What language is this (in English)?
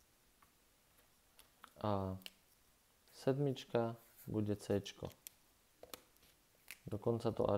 Slovak